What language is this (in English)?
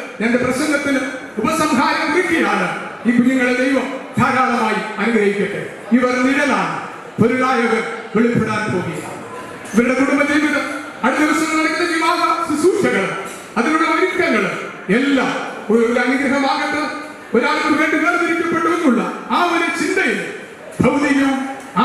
Malayalam